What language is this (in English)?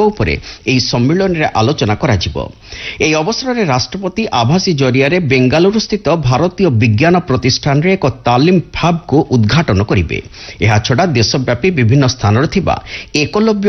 Odia